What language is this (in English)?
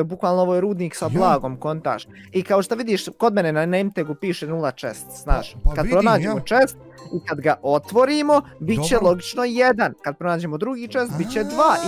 Bosnian